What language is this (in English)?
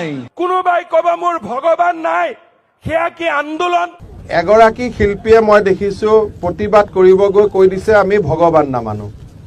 Assamese